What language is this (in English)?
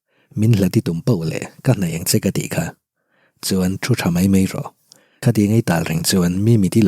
Mizo